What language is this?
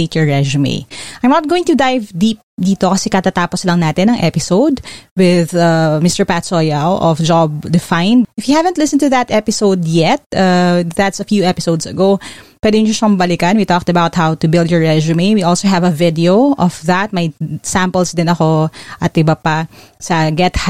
Filipino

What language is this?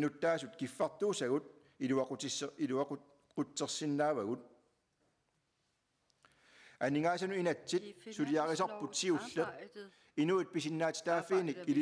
Kalaallisut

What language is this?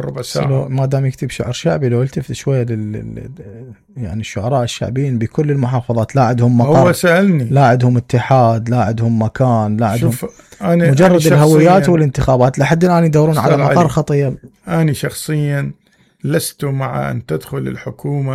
Mesopotamian Arabic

